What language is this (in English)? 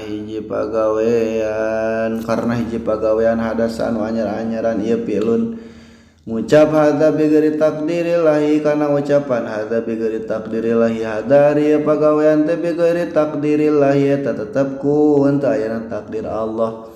Sundanese